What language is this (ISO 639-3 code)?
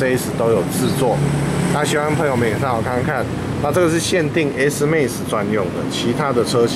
zho